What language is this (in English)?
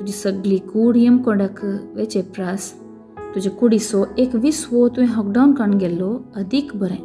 Konkani